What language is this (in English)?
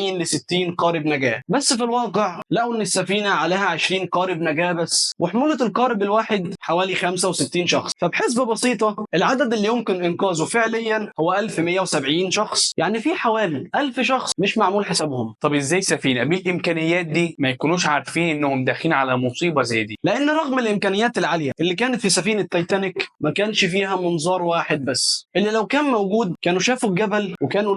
Egyptian Arabic